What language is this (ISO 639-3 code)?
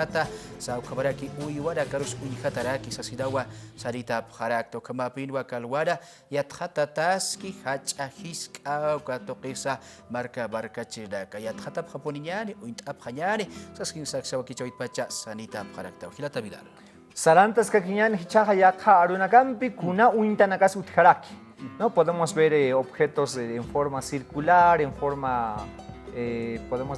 aym